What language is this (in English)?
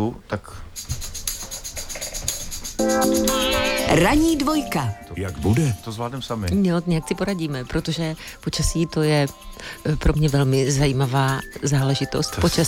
Czech